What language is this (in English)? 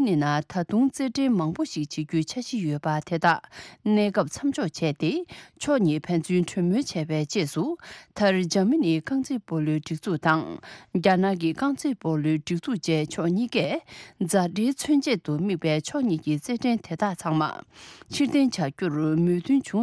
Tibetan